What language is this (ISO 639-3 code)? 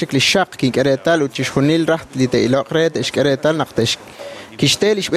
kek